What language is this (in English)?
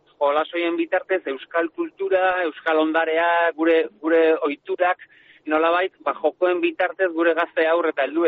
Basque